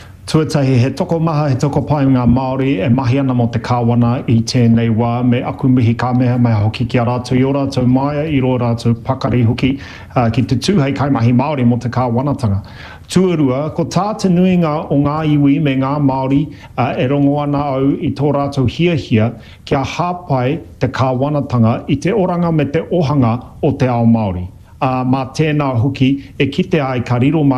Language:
Māori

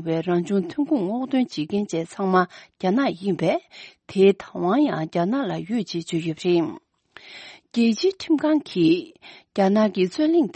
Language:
Tibetan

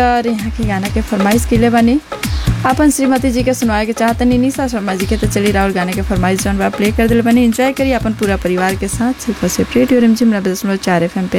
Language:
Bhojpuri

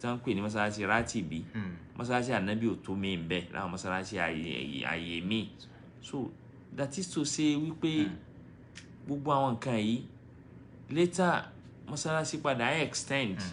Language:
Yoruba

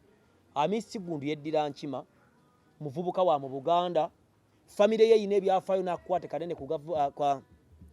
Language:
Ganda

